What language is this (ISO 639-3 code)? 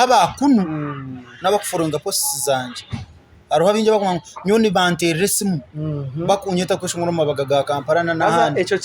nyn